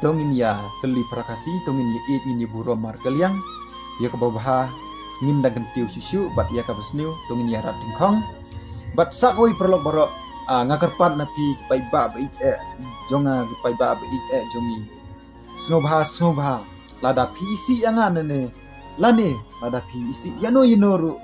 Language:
Khasi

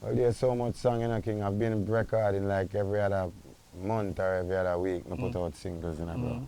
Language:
Jamaican Creole English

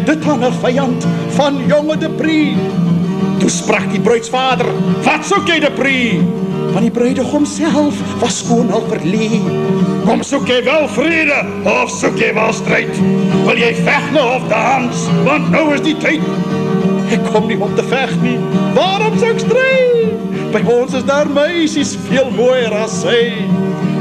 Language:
Afrikaans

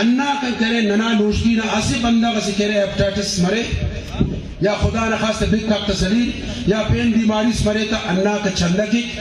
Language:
Brahui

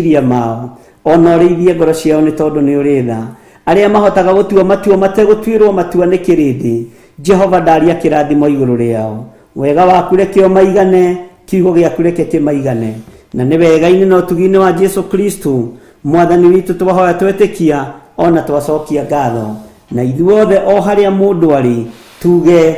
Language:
Kikuyu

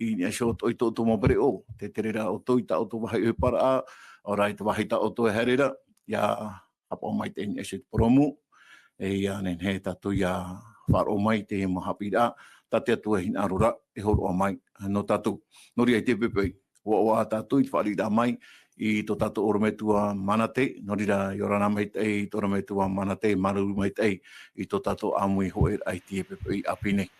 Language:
Tahitian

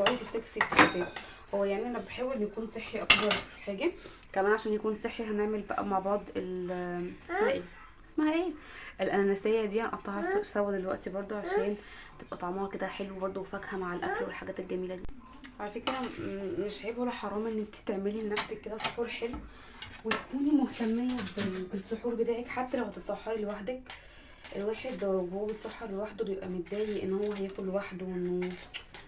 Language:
Egyptian Arabic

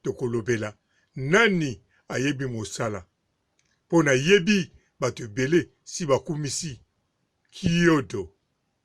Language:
Lingala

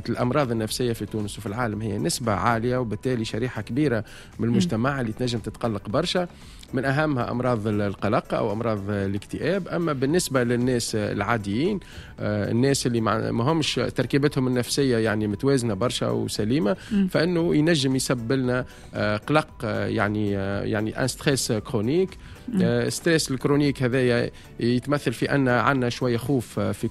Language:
Tunisian Arabic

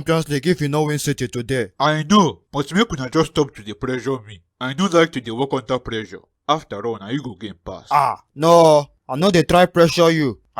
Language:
Nigerian Pidgin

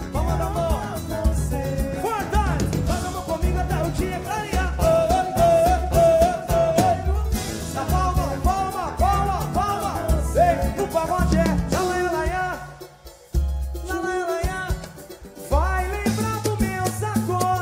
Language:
Portuguese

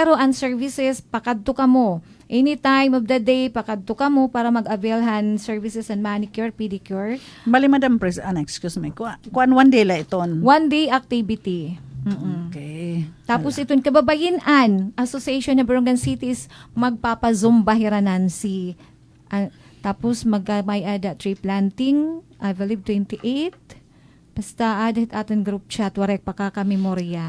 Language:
Waray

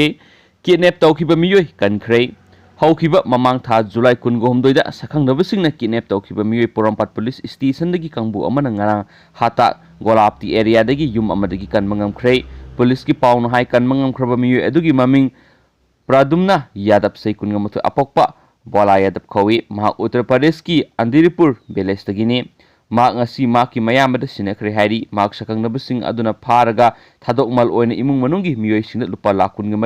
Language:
Manipuri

